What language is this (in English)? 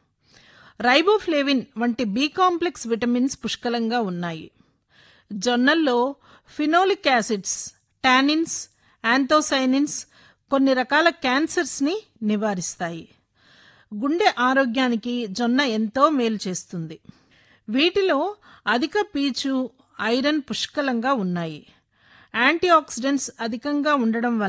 Telugu